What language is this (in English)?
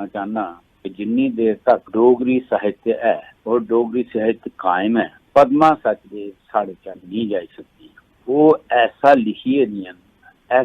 Dogri